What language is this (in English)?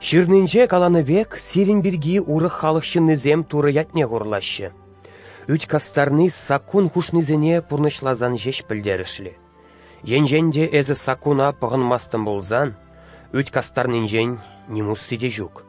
Chuvash